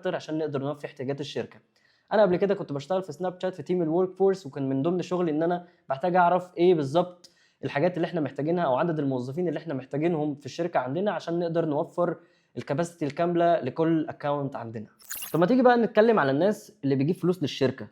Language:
Egyptian Arabic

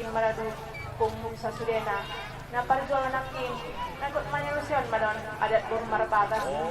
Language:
Batak Angkola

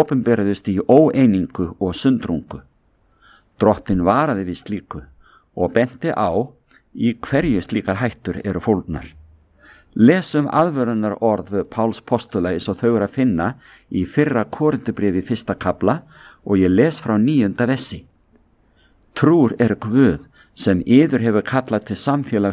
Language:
Icelandic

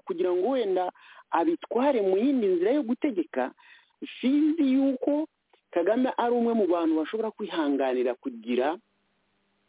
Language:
Kinyarwanda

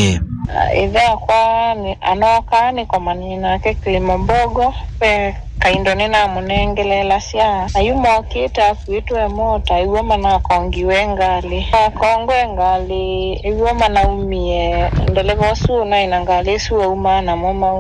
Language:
Kamba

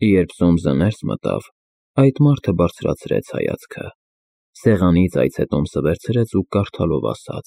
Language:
Armenian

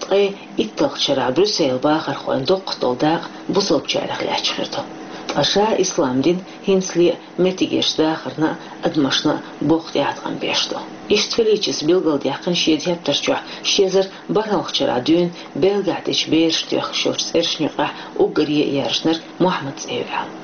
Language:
Chechen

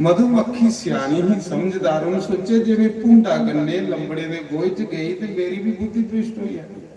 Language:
Dogri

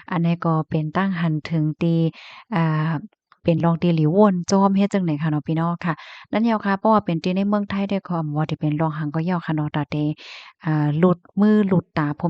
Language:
Shan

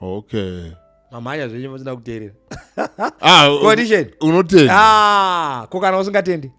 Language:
Shona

